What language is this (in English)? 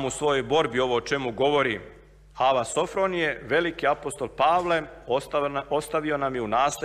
Serbian